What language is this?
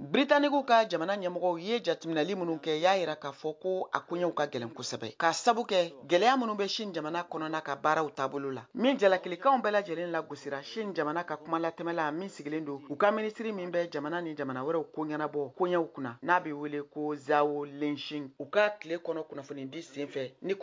Bambara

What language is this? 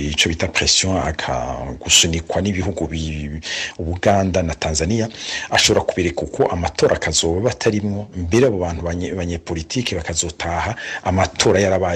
Rundi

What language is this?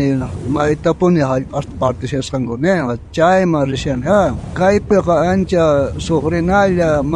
South Bolivian Quechua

